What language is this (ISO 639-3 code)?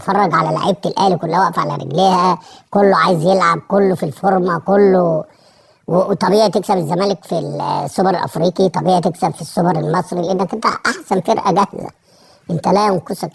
arz